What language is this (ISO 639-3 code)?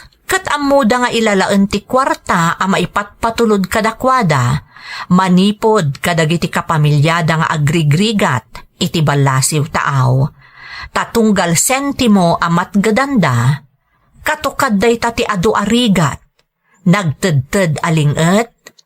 ilo